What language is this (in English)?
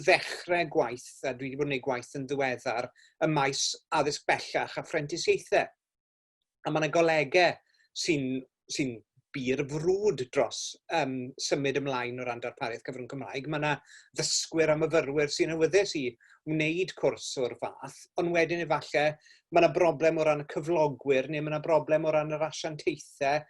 Welsh